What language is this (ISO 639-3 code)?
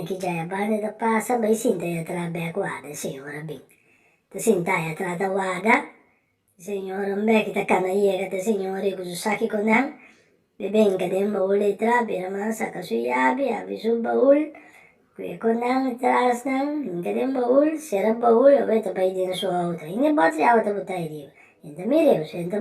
pap